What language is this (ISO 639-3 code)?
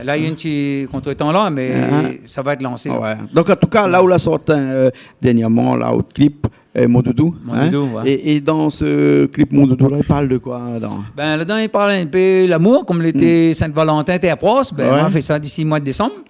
rcf